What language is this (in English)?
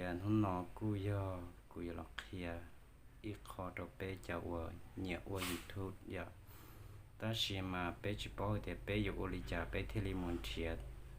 Hmong